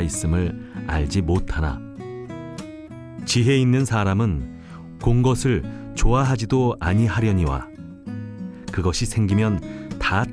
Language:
Korean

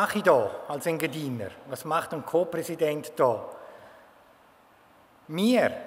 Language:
German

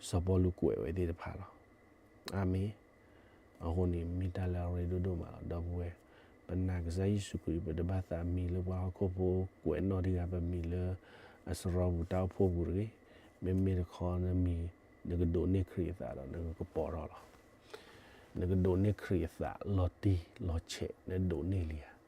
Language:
S'gaw Karen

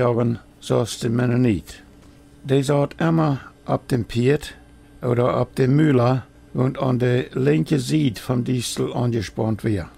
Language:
Plautdietsch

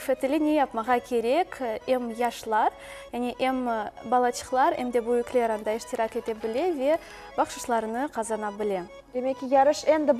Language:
Crimean Tatar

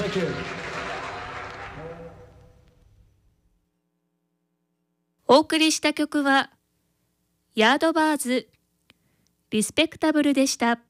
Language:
Japanese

